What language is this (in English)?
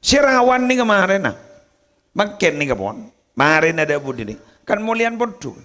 Madurese